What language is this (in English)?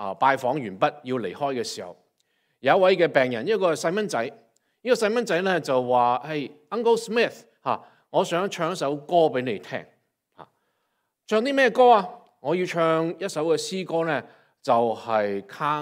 Cantonese